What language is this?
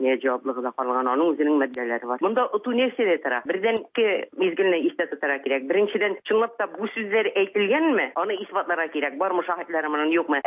Tatar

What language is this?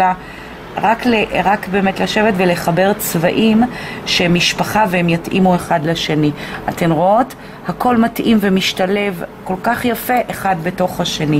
Hebrew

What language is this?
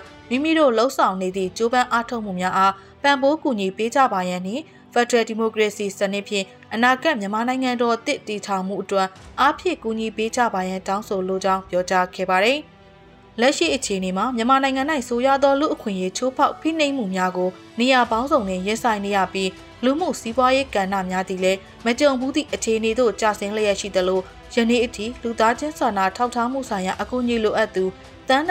Burmese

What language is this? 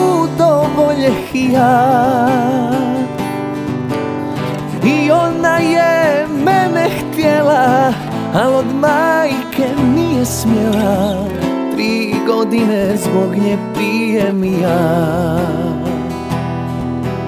Serbian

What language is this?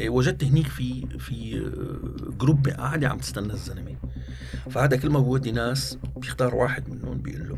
North Levantine Arabic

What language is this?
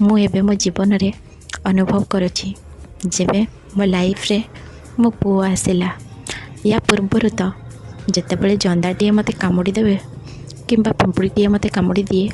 Odia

